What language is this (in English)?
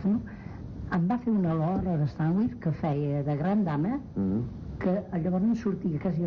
Catalan